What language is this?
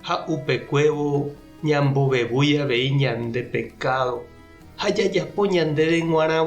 Guarani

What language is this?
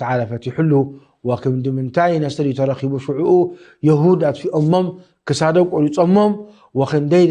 Tigrinya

